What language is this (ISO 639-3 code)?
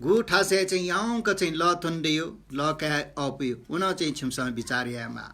new